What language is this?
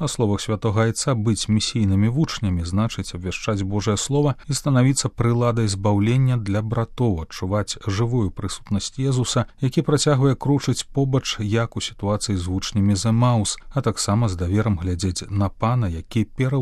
Belarusian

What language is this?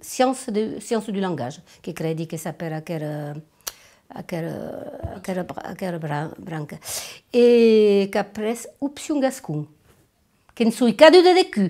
Occitan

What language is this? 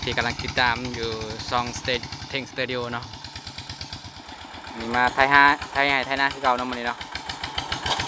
Lao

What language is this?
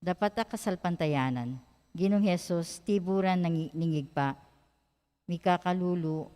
Pampanga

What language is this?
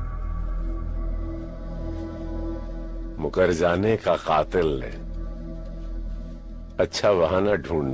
Hindi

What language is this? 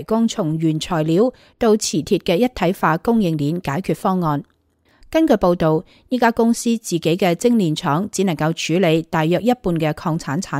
Cantonese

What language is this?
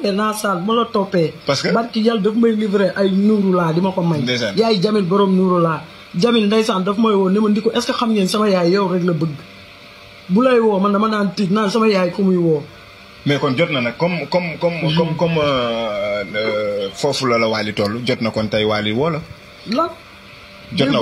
Wolof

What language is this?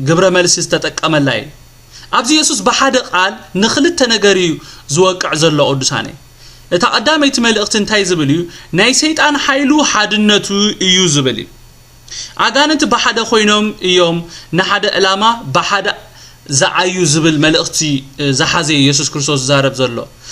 Tigrinya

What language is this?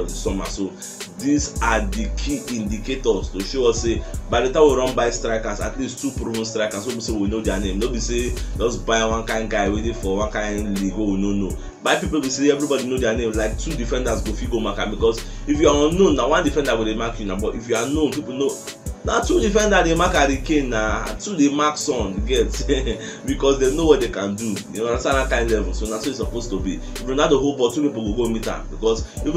Nigerian Pidgin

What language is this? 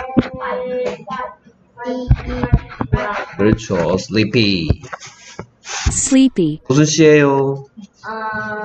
Korean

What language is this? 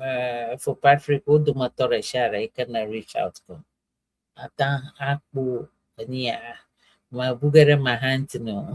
Ewe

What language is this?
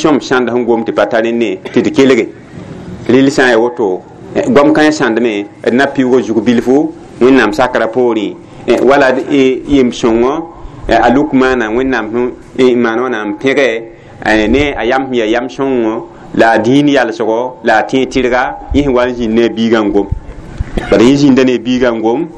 Mossi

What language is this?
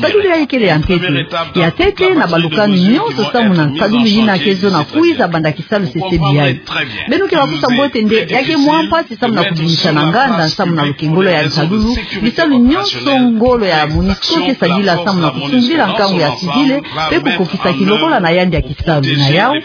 Kituba (Democratic Republic of Congo)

